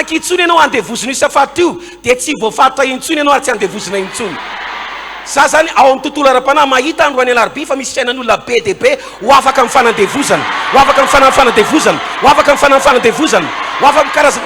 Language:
Malagasy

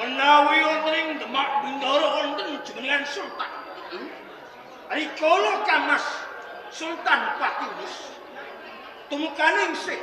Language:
Javanese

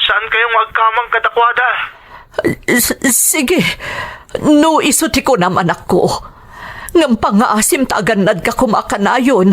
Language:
Iloko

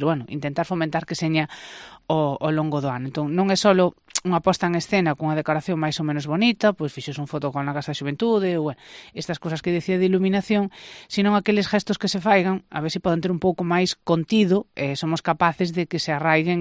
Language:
Galician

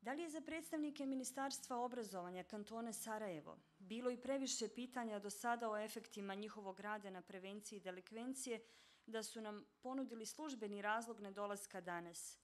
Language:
Bosnian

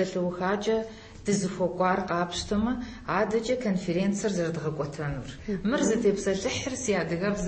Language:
Kabardian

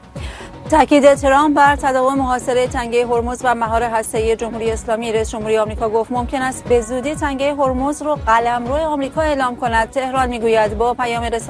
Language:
Persian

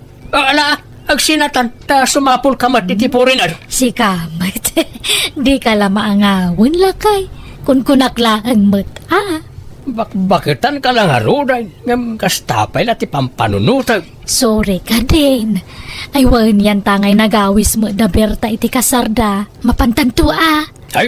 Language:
Iloko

